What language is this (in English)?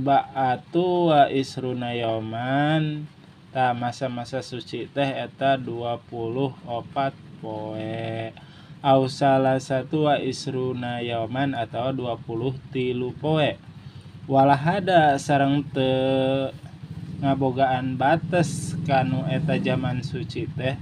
Sundanese